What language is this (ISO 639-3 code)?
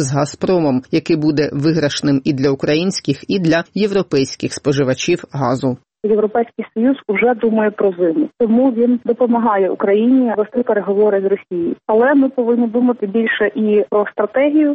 ukr